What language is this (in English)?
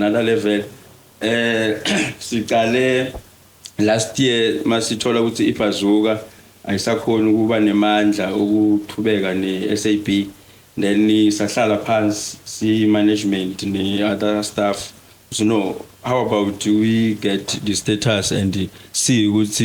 Swati